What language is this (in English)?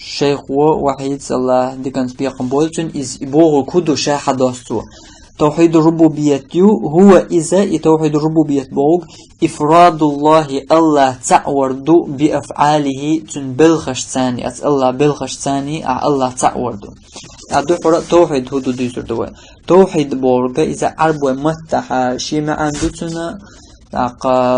Chechen